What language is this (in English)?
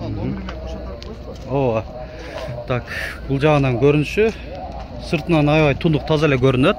Kyrgyz